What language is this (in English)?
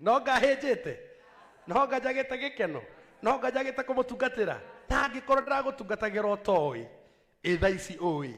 Kikuyu